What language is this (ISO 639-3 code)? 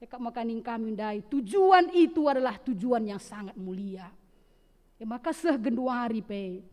btx